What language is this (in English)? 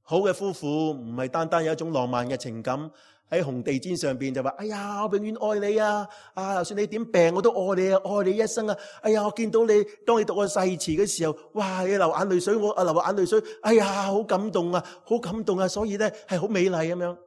Cantonese